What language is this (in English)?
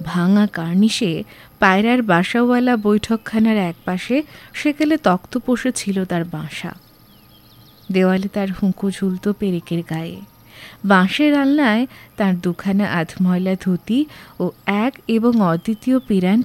Bangla